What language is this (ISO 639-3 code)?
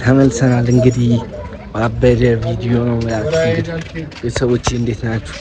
amh